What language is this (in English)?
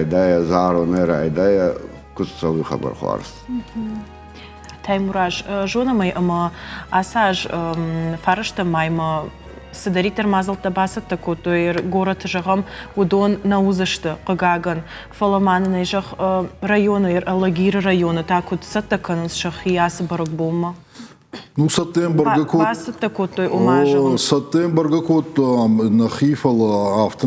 Ossetic